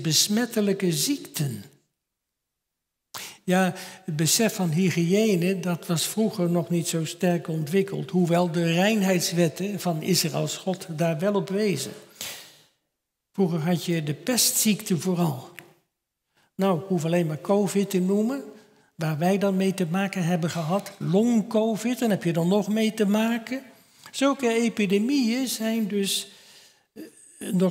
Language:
Dutch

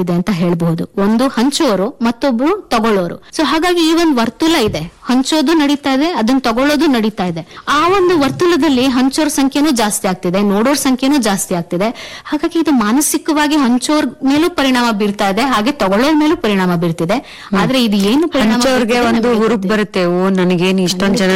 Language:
Kannada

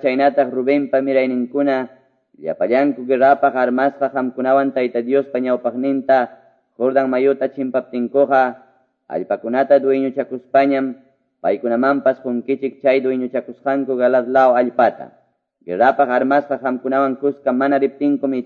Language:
Quechua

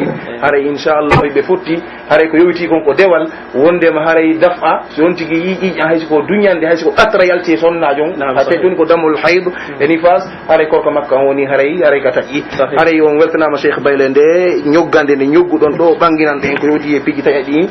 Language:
Pular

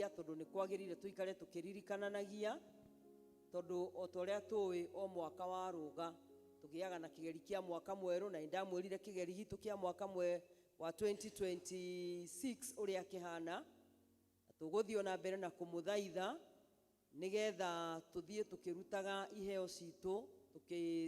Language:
Kikuyu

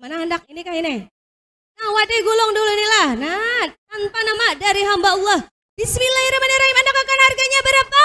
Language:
Banjar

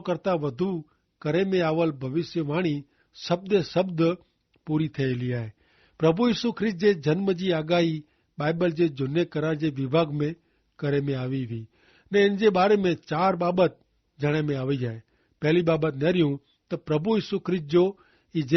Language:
Kachhi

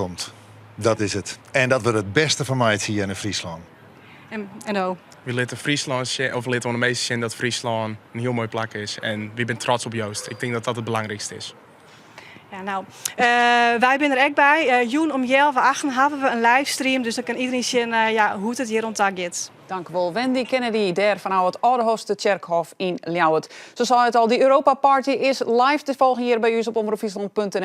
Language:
Western Frisian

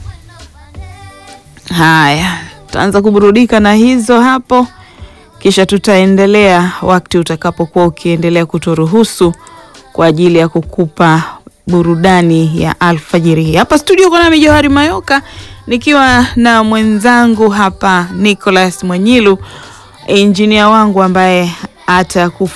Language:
Swahili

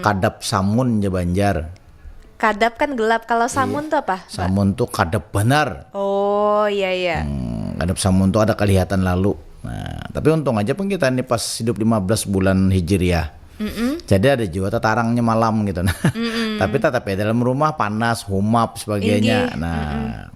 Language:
Banjar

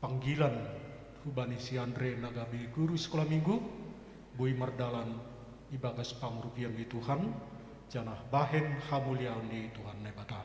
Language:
Batak Simalungun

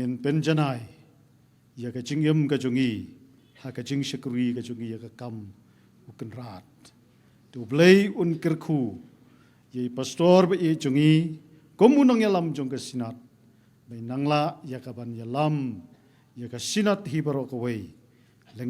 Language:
Khasi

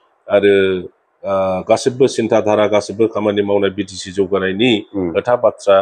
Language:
Bodo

